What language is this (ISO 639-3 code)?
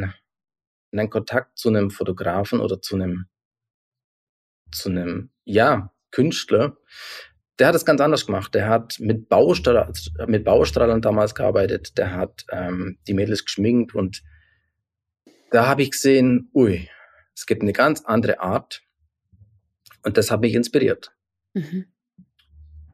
deu